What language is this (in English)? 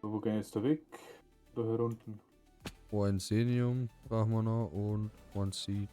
Bavarian